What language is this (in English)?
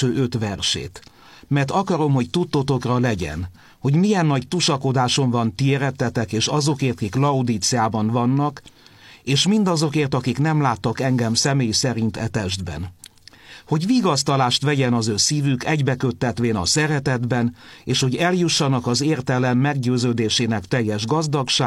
Hungarian